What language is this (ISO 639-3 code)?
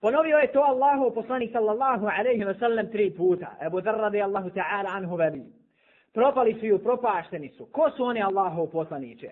bos